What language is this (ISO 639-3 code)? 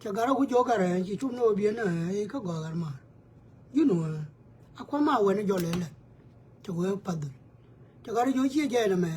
nus